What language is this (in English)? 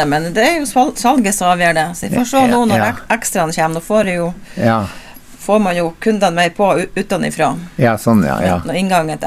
Norwegian